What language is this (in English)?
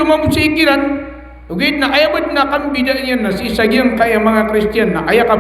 Maranao